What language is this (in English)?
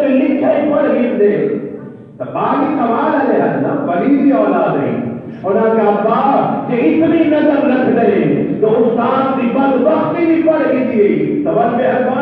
Saraiki